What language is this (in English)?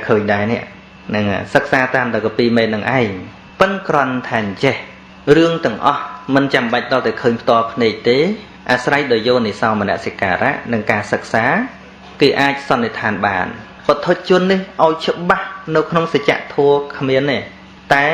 Khmer